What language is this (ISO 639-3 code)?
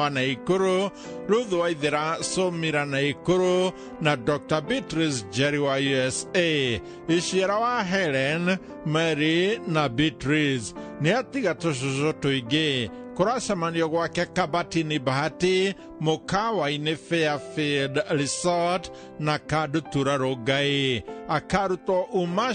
kik